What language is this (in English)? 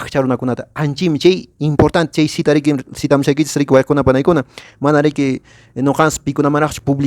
Quechua